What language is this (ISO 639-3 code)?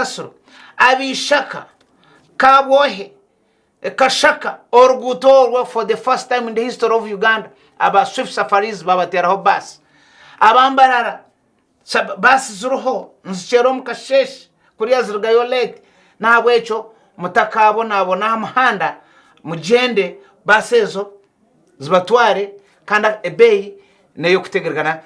nyn